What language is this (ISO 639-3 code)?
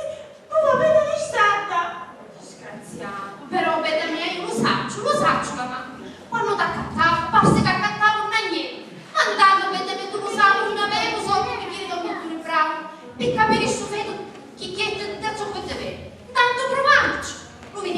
scn